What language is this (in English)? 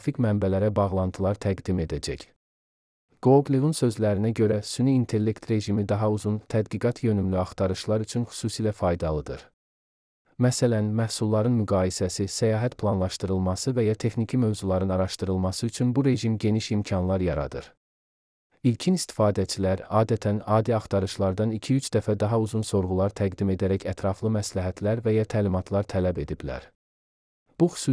Azerbaijani